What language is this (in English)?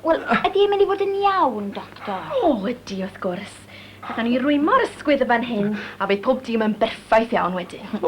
Welsh